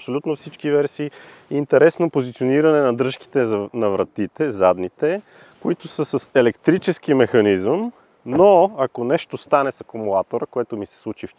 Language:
Bulgarian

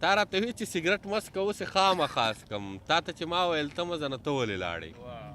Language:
Pashto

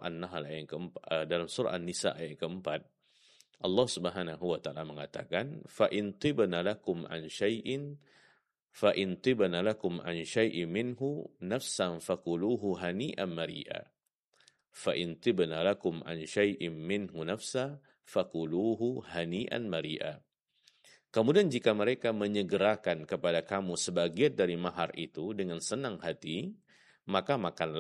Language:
Indonesian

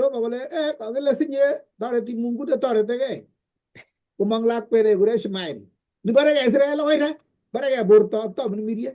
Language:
Kalenjin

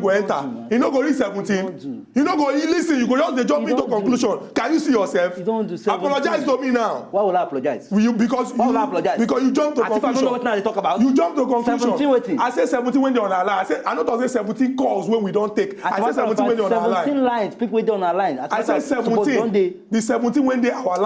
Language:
Nigerian Pidgin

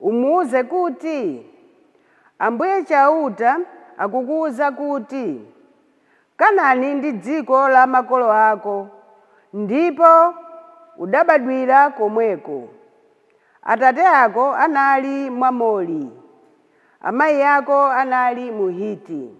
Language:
Nyanja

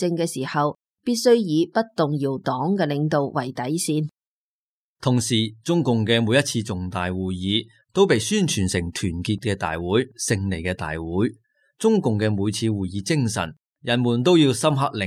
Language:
Cantonese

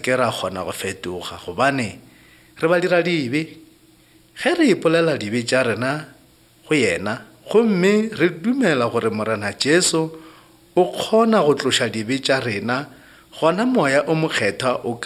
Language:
Northern Sotho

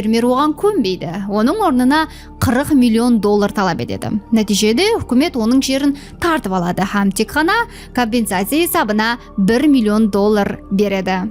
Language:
Kara-Kalpak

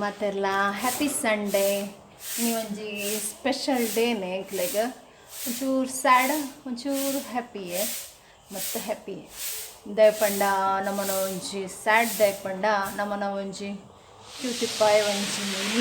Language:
Tulu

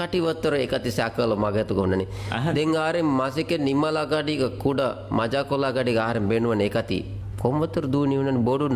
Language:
Divehi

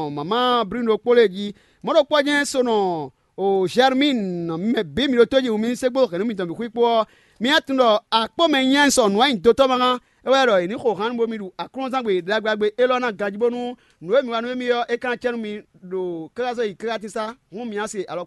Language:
Fon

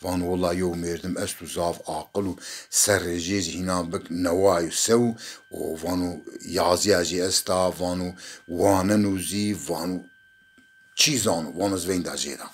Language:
Zaza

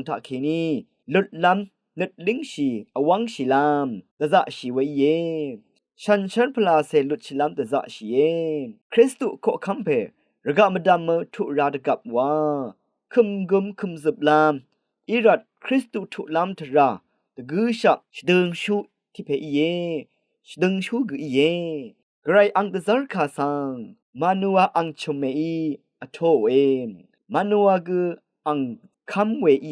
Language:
Rawang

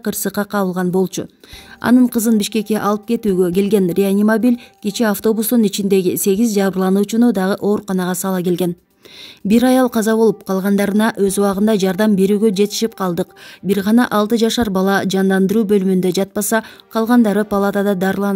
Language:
Kyrgyz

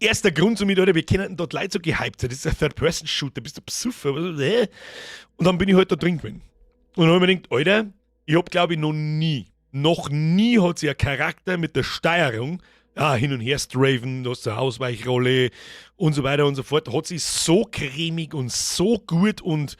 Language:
Bavarian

